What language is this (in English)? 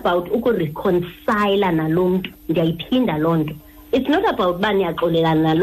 Xhosa